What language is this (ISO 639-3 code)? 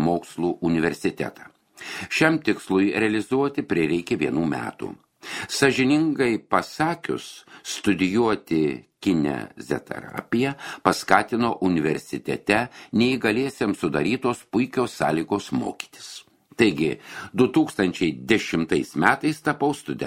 lit